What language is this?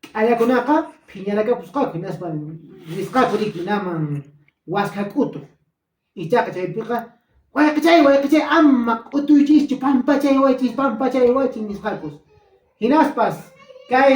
Quechua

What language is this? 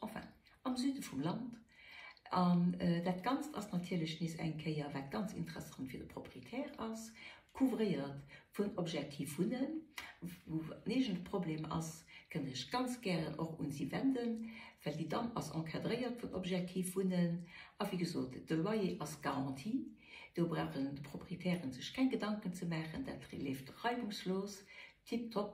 Luxembourgish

